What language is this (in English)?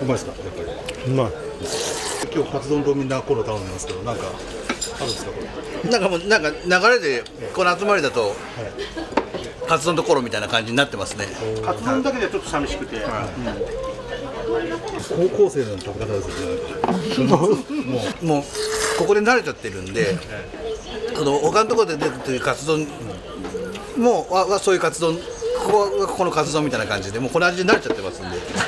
Japanese